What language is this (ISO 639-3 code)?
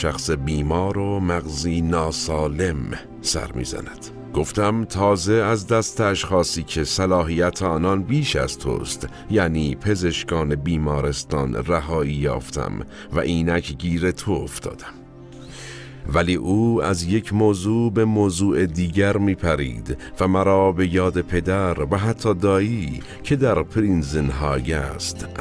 fas